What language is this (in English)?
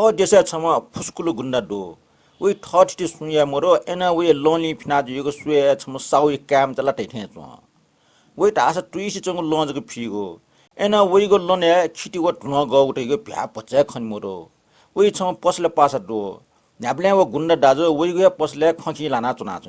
Newari